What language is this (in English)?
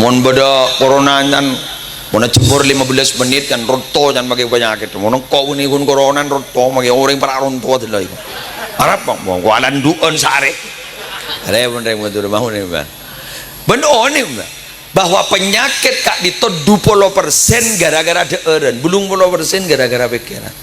Madurese